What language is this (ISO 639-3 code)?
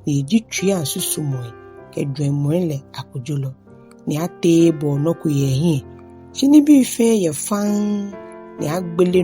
gaa